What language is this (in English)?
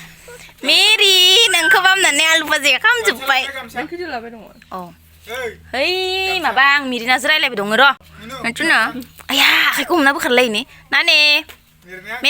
Bodo